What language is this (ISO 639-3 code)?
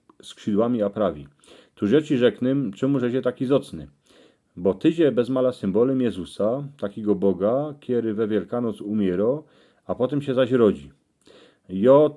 szl